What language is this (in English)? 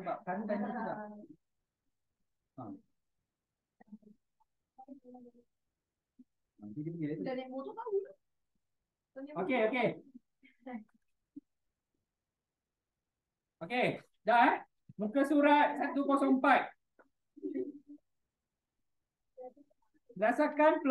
Malay